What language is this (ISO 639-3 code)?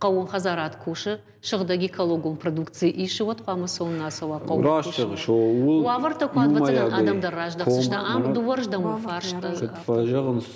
oss